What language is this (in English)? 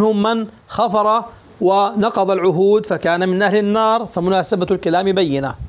Arabic